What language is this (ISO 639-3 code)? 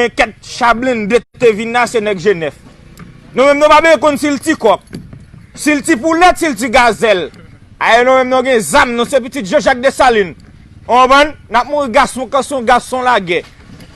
hat